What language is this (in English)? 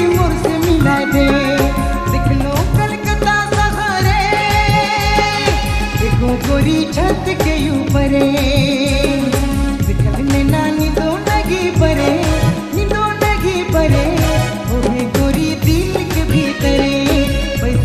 Sadri